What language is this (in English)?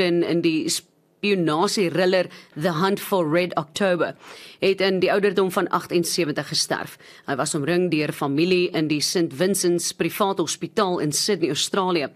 Afrikaans